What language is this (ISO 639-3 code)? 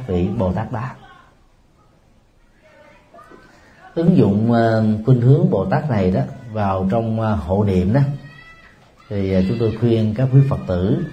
vie